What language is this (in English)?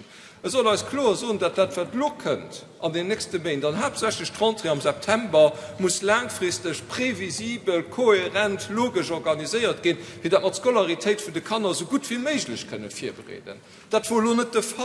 Luxembourgish